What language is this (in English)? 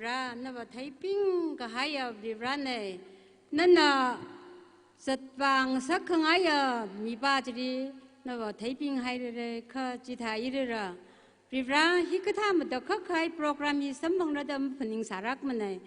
Tangkhul Naga (India)